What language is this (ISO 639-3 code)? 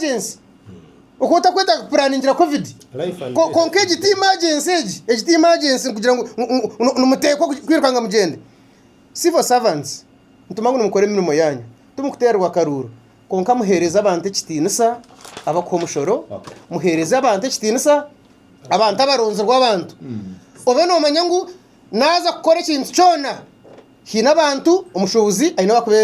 nyn